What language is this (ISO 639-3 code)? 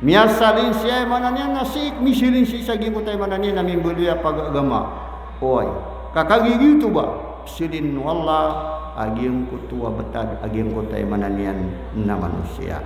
mrw